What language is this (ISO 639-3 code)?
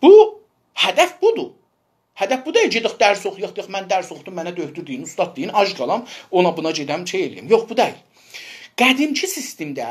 azb